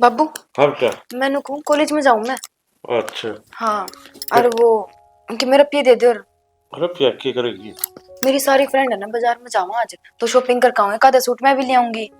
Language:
Haryanvi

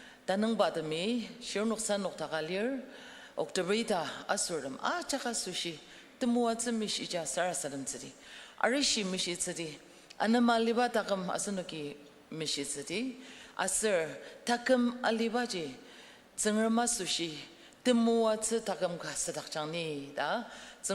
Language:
Ao Naga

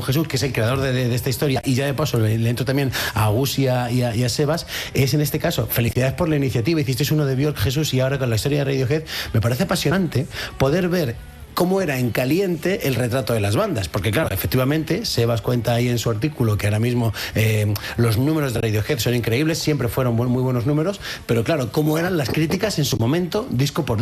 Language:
Spanish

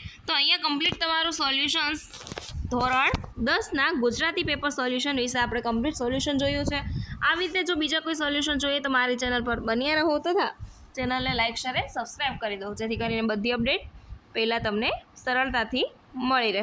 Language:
Gujarati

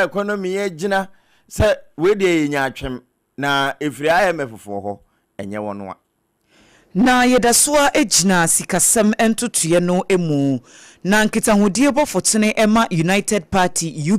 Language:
Akan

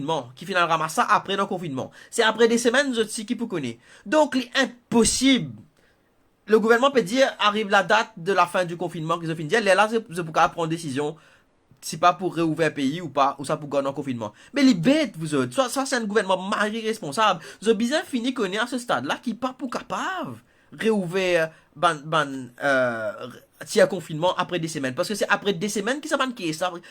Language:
Morisyen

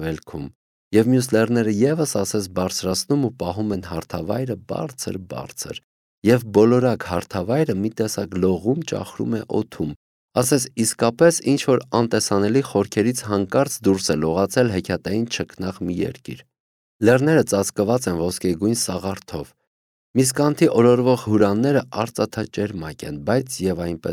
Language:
Armenian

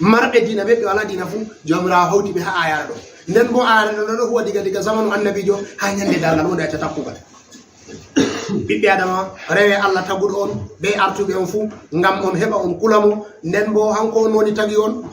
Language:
Fula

